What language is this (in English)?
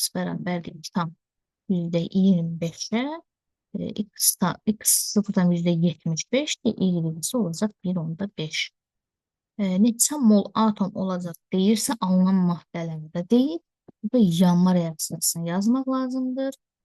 Azerbaijani